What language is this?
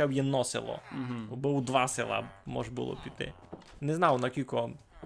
Rusyn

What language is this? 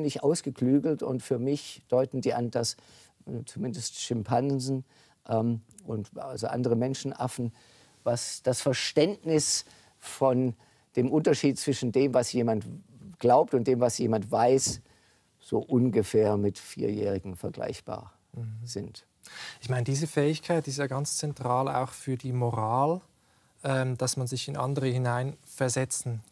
German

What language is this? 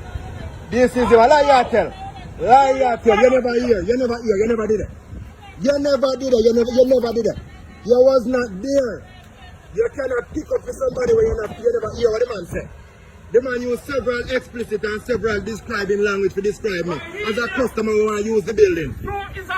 Jamaican Creole English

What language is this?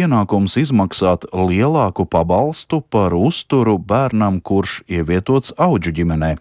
Latvian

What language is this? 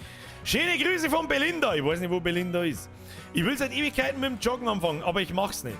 Bavarian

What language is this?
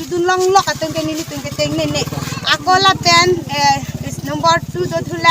Karbi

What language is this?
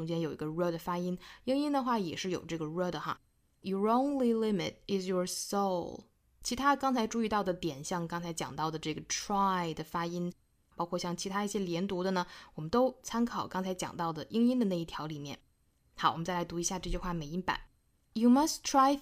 Chinese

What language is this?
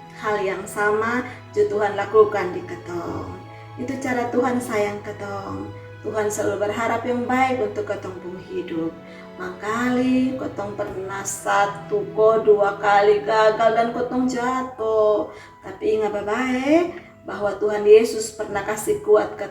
Kupang Malay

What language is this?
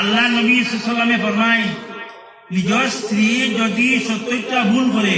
Sylheti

